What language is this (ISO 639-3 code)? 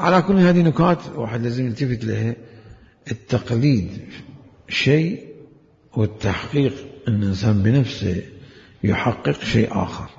acm